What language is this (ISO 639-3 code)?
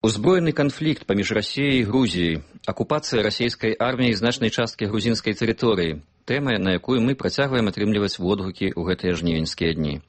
bel